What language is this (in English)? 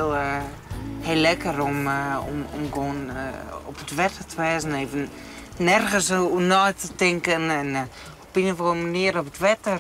Western Frisian